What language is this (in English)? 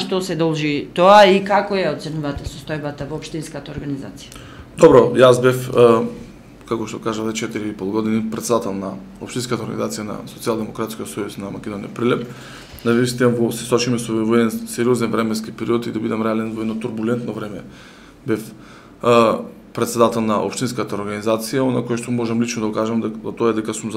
Macedonian